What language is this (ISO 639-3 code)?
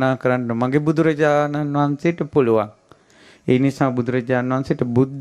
sin